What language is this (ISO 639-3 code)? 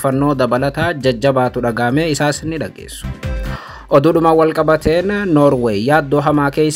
orm